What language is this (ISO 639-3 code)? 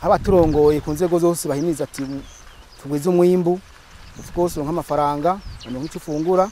run